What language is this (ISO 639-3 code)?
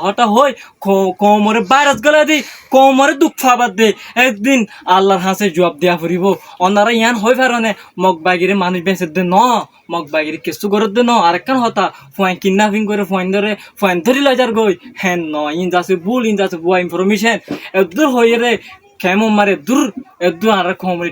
rhg